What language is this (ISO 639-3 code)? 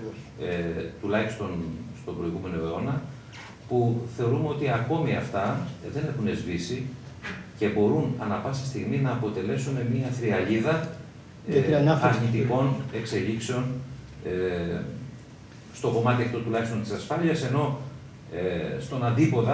ell